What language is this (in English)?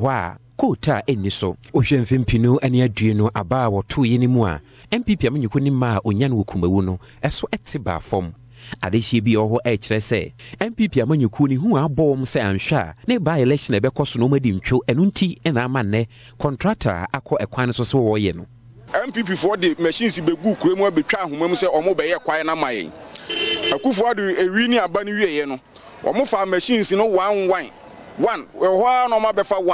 Akan